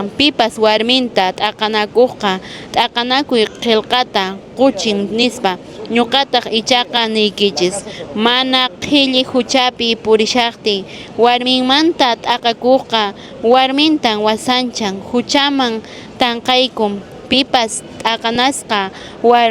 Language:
Quechua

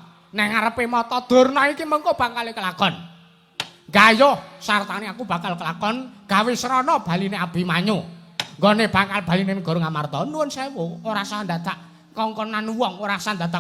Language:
Javanese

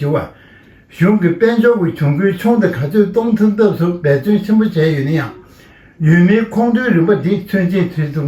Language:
Tibetan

